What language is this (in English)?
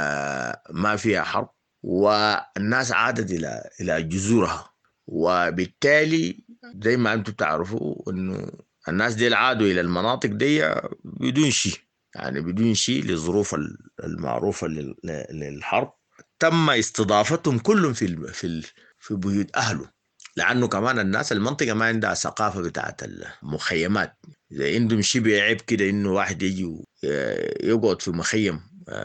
Sudanese Arabic